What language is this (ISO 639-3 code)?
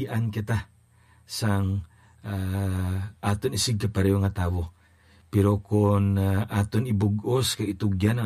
hil